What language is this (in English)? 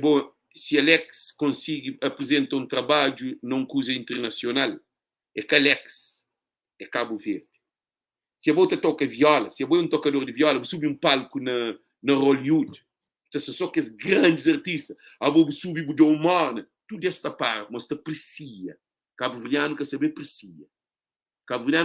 Kabuverdianu